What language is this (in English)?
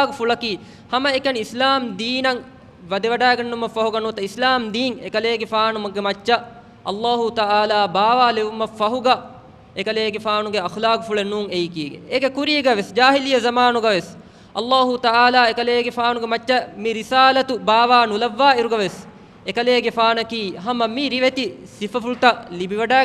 Divehi